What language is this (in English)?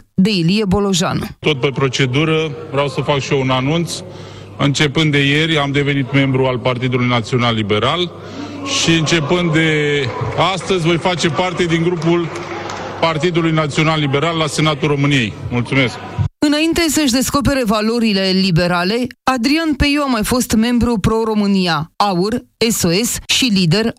Romanian